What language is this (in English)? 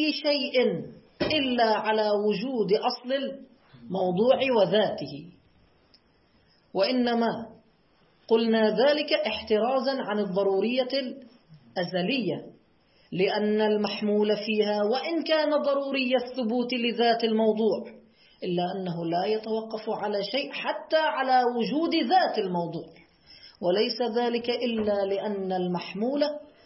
Arabic